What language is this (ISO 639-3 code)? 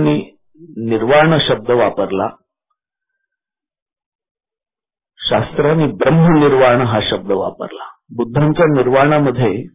mar